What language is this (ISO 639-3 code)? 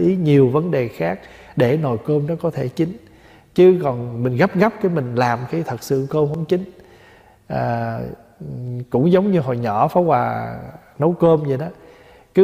vie